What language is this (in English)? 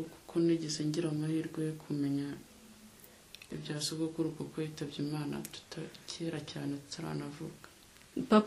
Kinyarwanda